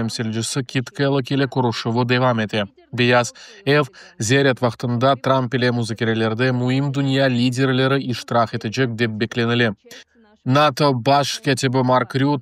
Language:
Crimean Tatar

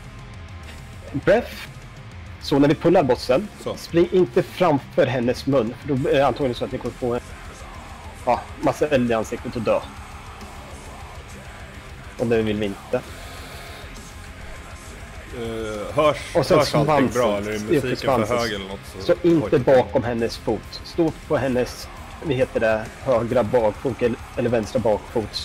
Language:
Swedish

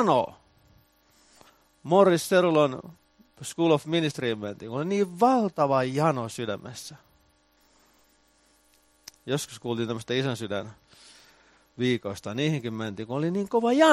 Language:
Finnish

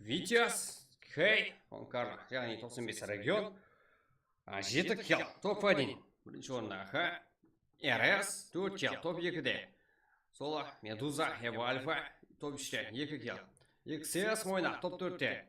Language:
Kara-Kalpak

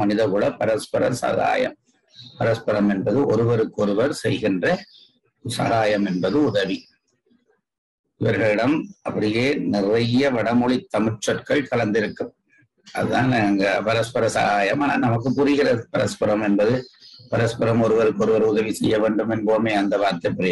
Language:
Tamil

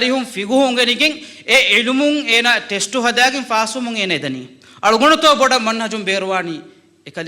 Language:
Divehi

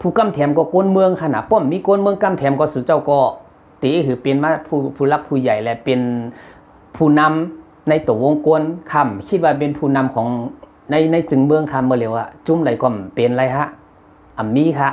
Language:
Shan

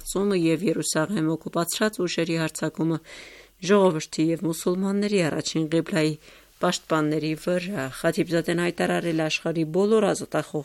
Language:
Armenian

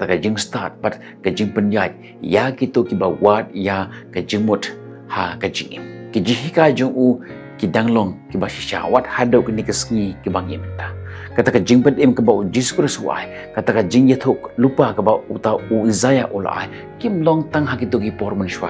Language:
Khasi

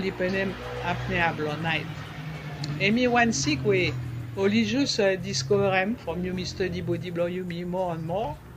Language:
Bislama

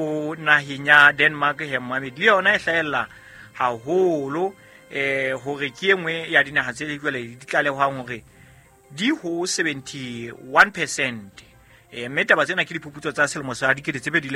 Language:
Southern Sotho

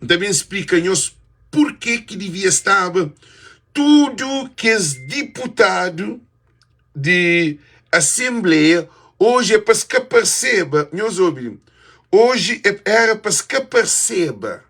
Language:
Kabuverdianu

